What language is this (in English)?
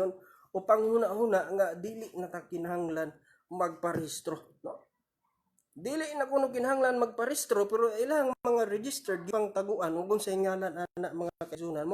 Cebuano